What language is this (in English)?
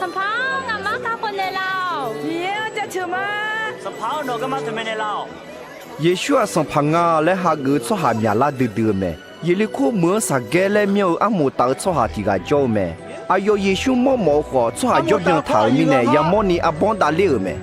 Akha